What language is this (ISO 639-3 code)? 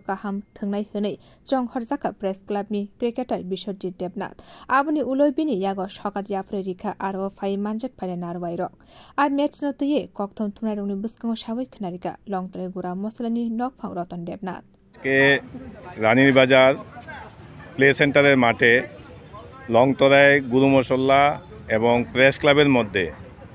trp